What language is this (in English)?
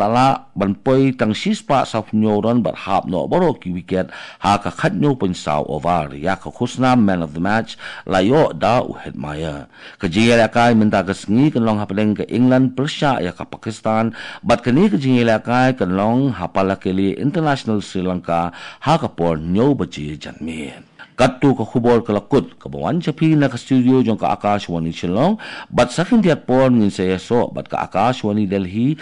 Khasi